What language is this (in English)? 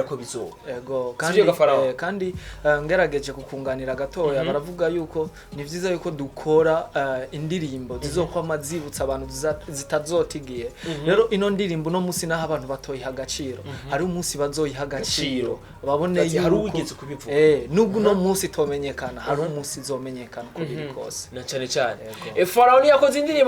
Rundi